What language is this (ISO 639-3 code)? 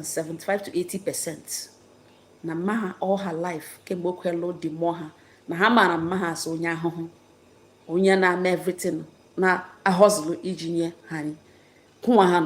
ibo